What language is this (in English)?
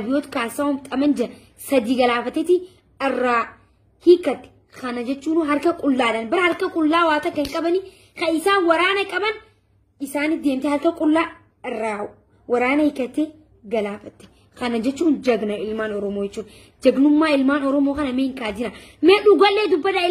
Oromo